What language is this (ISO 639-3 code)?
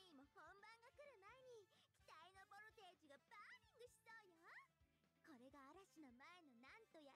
jpn